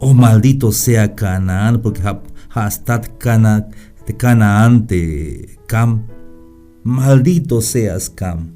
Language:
Tzeltal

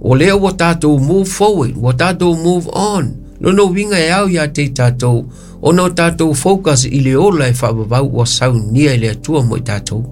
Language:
Samoan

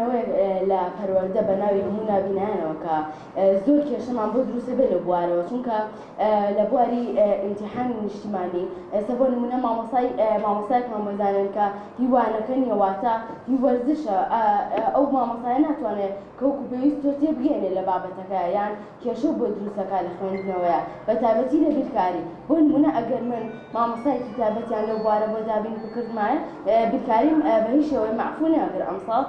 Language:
Central Kurdish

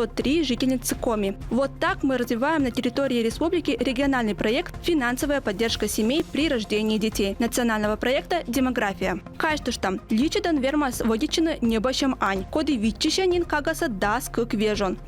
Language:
Komi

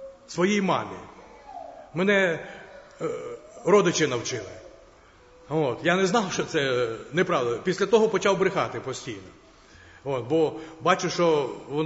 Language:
Ukrainian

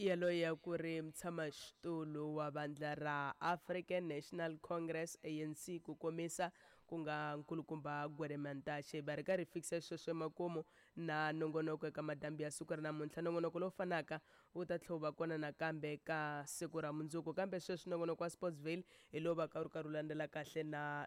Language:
Tsonga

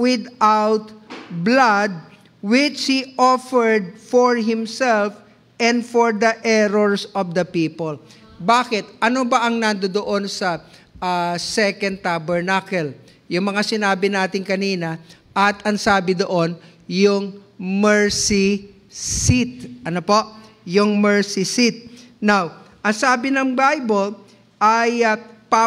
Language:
Filipino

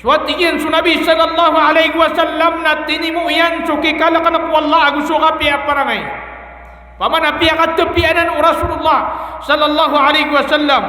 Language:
Maranao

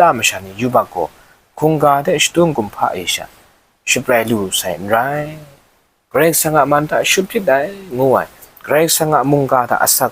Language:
Kachin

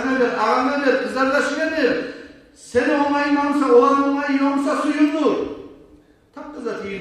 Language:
Kumyk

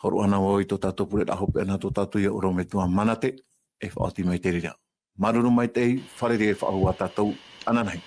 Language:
Tahitian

